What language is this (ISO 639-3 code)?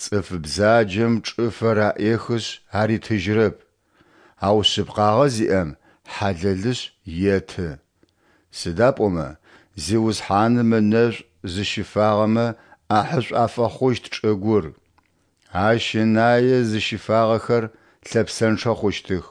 ady